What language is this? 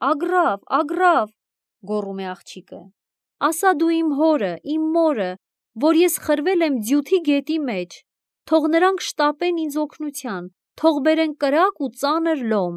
Armenian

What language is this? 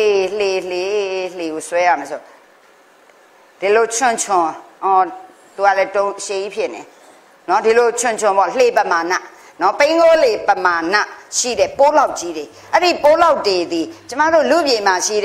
Burmese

